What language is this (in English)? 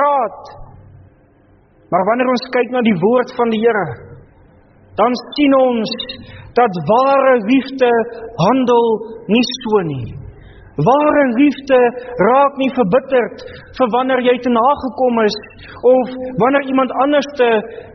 Afrikaans